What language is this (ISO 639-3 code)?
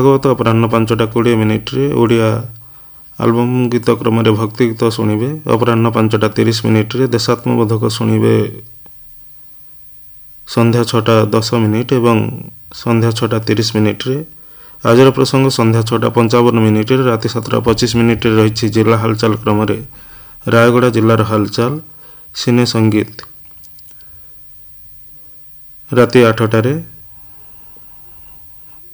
ori